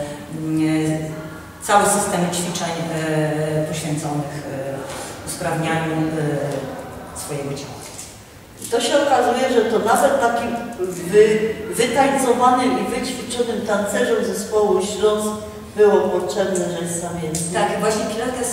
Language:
Silesian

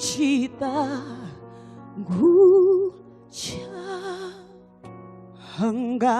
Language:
Venda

